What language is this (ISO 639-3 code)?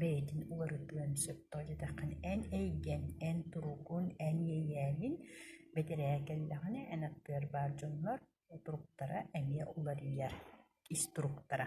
sah